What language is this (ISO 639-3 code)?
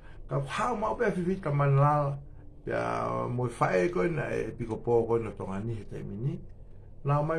ton